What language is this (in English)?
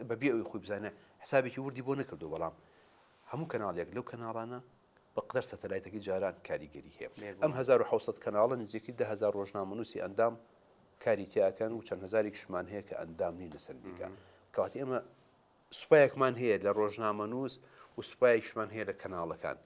Central Kurdish